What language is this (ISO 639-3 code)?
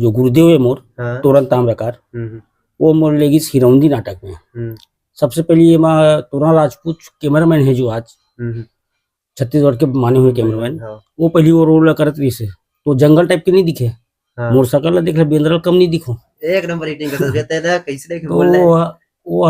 hne